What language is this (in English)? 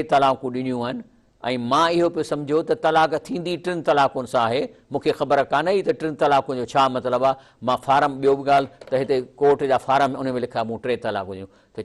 Sindhi